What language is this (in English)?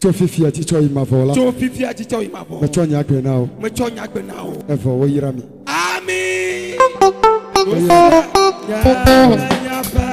Ewe